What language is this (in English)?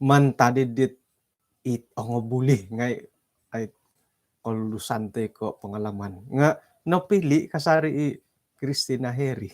Central Dusun